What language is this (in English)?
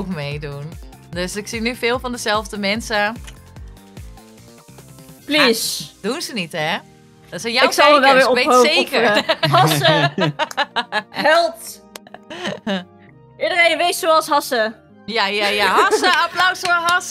Dutch